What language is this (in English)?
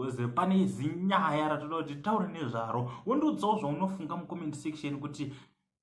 Shona